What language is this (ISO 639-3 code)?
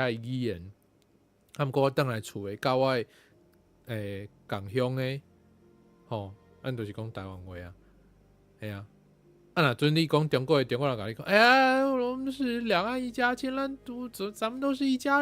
nan